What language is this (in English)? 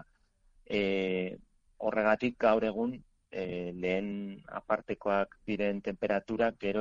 Basque